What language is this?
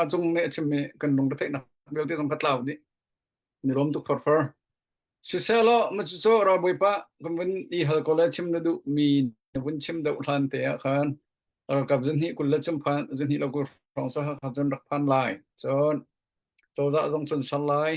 Hakha Chin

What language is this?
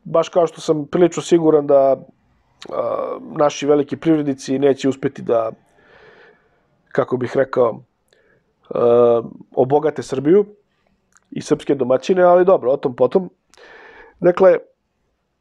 Serbian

